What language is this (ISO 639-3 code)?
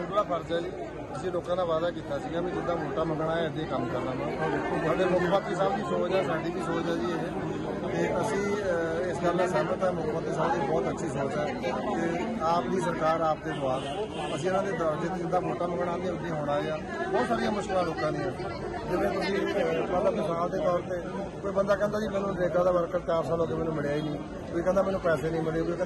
pan